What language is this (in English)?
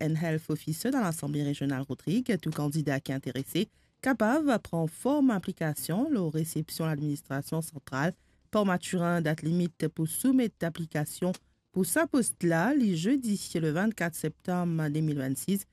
Morisyen